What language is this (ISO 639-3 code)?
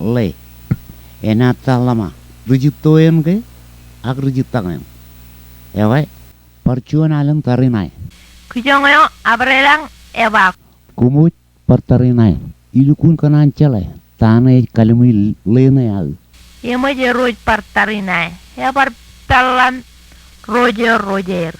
mah